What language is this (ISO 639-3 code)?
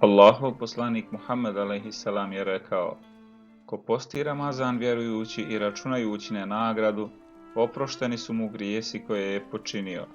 bos